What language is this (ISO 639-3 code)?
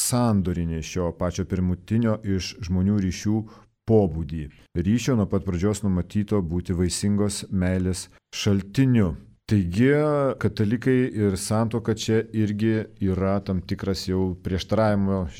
lit